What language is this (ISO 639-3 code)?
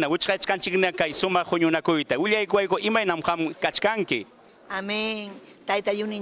quy